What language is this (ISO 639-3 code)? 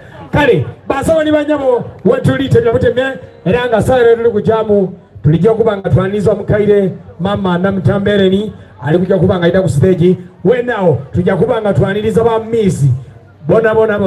xog